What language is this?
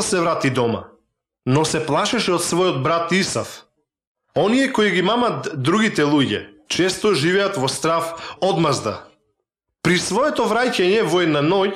Macedonian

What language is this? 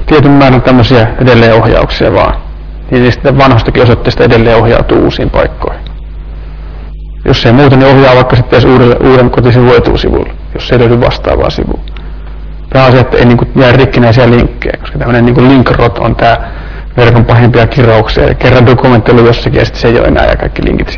Finnish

